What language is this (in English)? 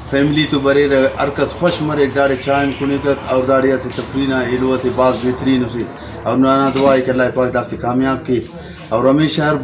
Brahui